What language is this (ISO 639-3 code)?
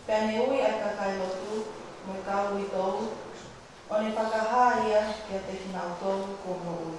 ton